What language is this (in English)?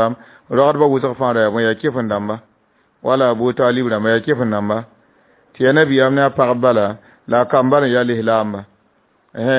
Mossi